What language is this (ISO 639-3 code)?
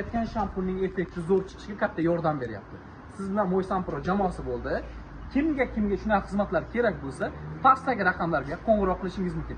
uzb